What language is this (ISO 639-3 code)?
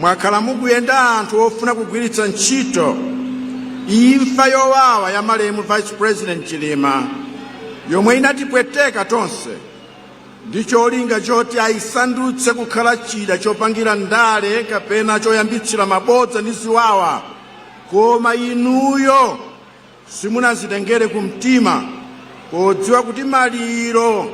nya